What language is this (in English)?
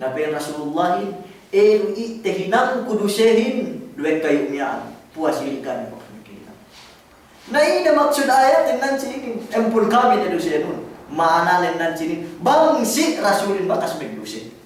Yakan